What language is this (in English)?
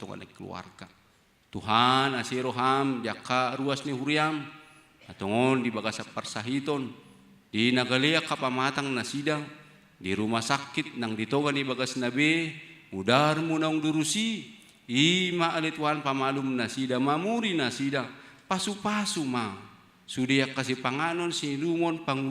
Batak Toba